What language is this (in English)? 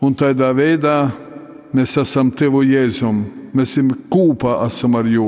Latgalian